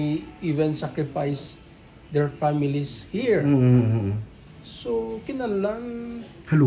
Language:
Hiligaynon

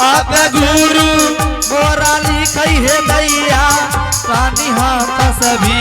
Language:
Angika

